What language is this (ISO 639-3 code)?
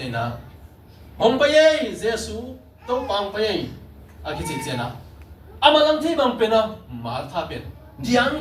ctd